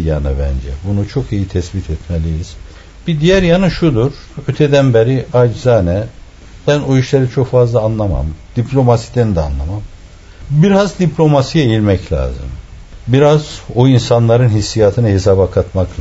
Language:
Turkish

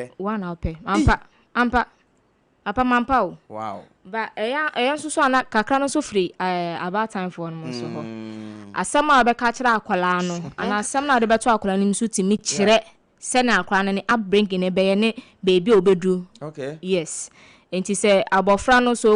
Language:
Akan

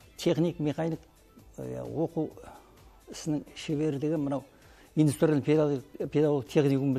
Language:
Kazakh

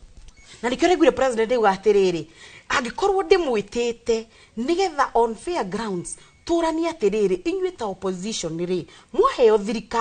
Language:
Kikuyu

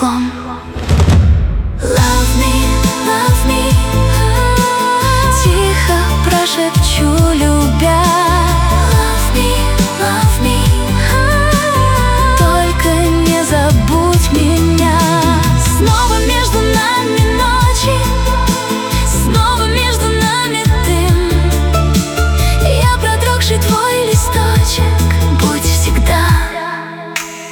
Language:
Russian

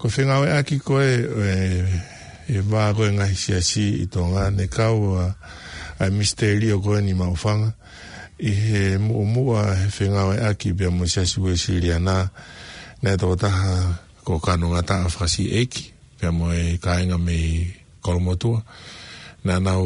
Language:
Tongan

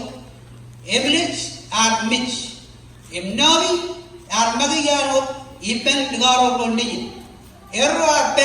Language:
Marshallese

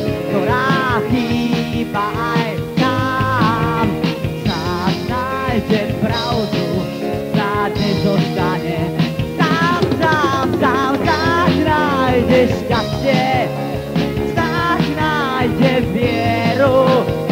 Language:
Slovak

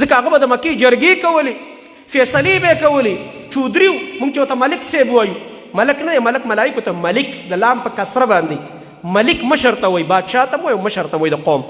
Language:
Pashto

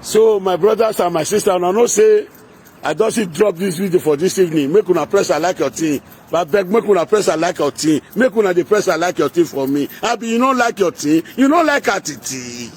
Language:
Nigerian Pidgin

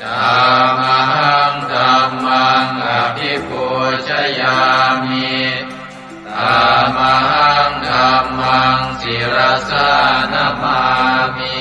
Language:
Pali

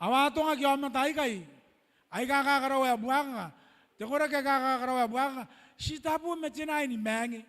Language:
Gilbertese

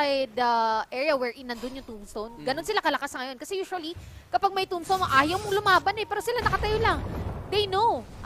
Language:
Filipino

